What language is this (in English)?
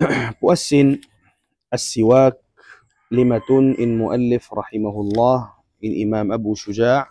Tausug